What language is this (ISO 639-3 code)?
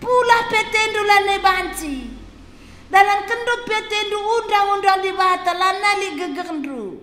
btx